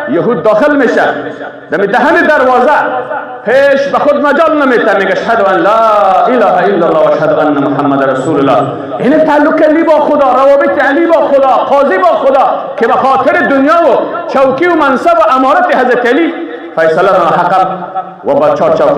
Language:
Persian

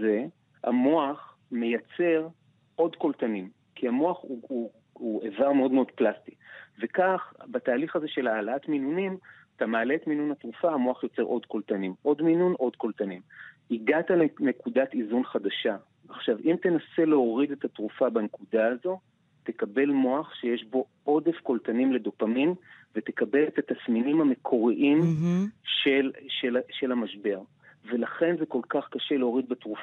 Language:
Hebrew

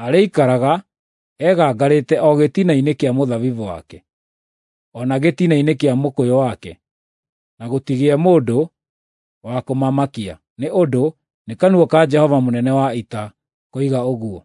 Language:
Kikuyu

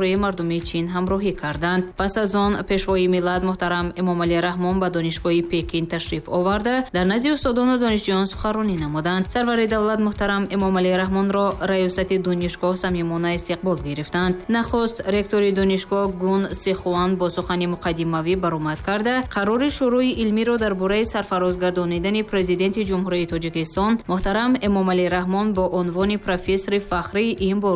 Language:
Tajik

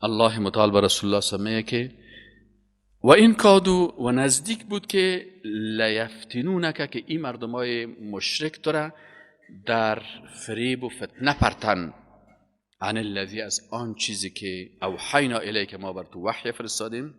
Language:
Persian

